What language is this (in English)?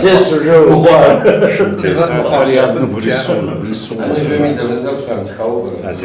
Kabardian